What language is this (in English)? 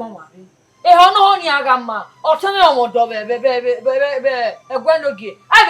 Bini